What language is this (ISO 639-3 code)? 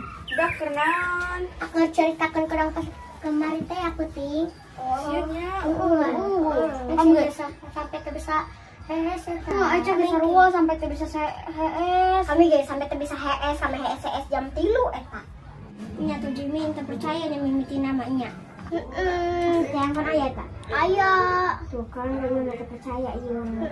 sun